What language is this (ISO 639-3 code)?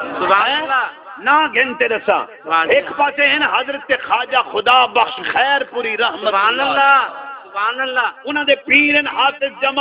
skr